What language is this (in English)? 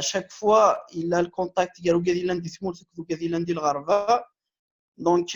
Kabyle